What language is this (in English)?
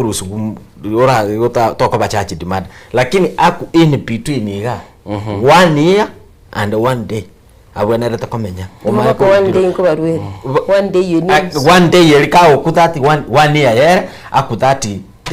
Gusii